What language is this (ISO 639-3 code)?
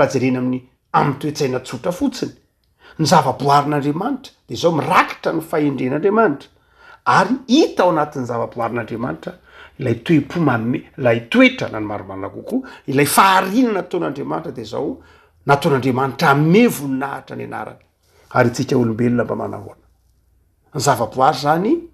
mlg